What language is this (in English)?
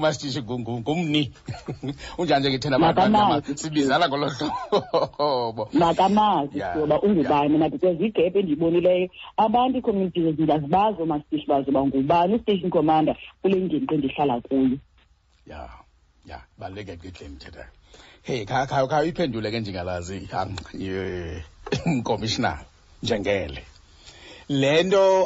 Xhosa